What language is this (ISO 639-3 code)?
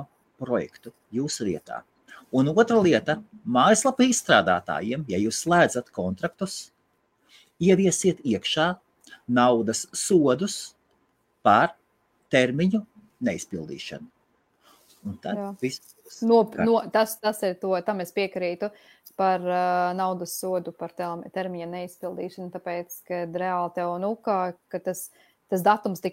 lav